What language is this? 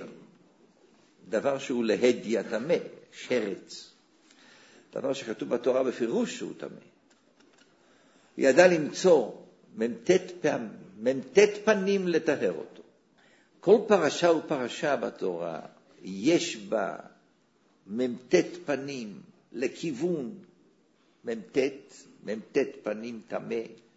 Hebrew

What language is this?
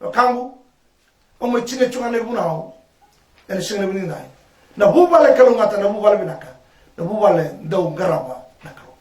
Fijian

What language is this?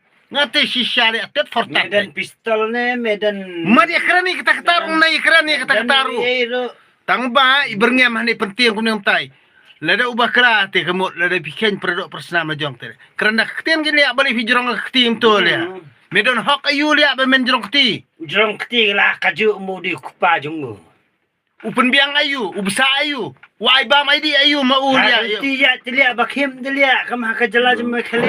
Khasi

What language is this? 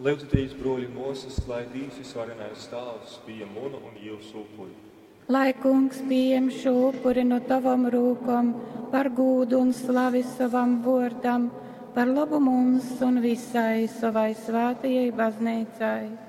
Latgalian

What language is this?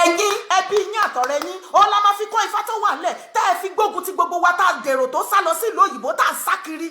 Yoruba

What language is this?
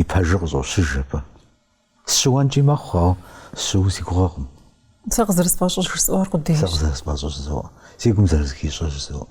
Kabardian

